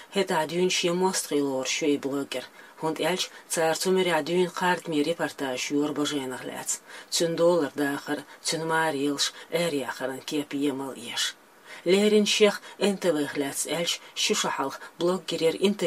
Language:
Chechen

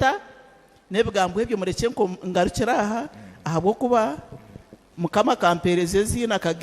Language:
Nyankole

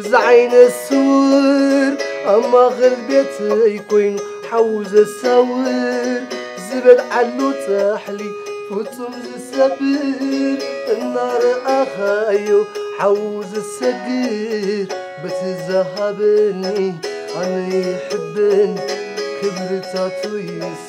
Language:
Tigrinya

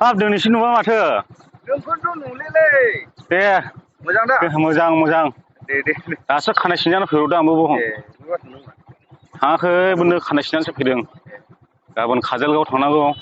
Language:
Bodo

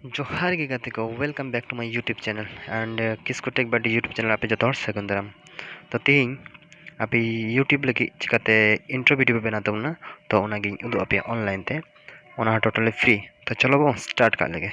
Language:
Santali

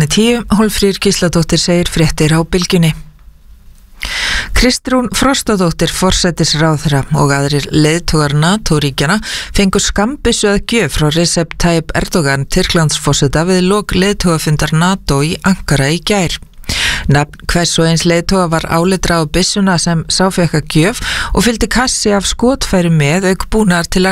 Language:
Icelandic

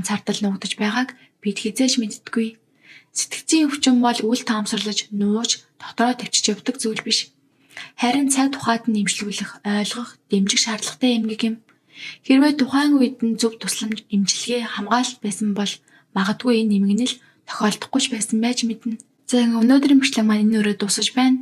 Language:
Mongolian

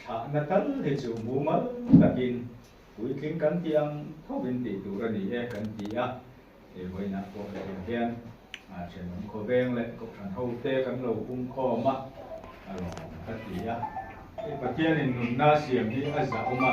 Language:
Mizo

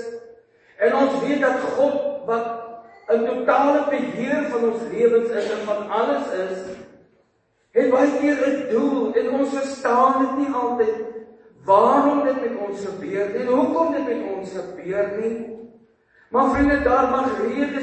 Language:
Afrikaans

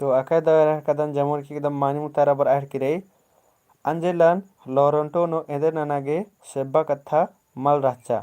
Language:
Kurukh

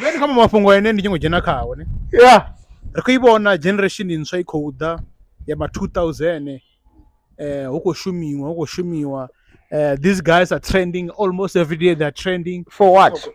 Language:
Venda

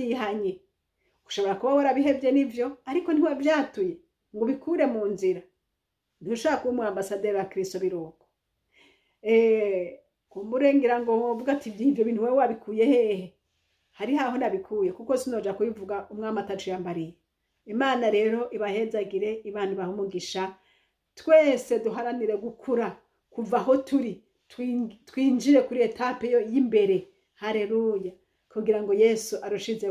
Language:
Rundi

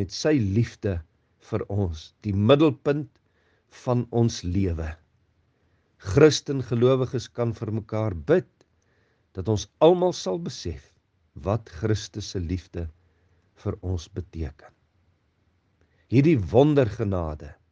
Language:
Afrikaans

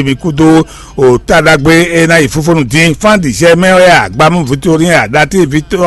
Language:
Fon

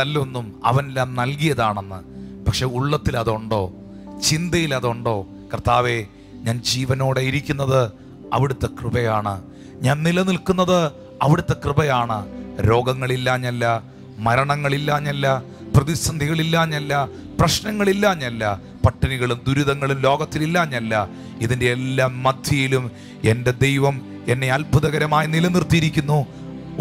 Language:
Malayalam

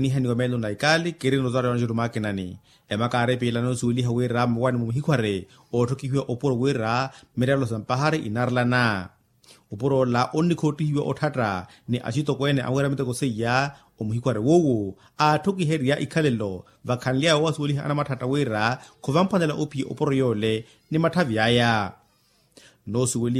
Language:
Makhuwa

